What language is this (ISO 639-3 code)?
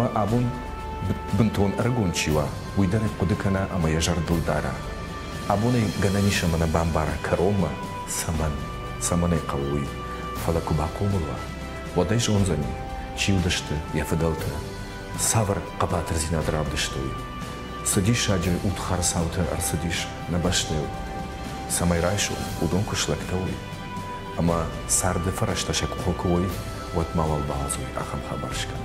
oss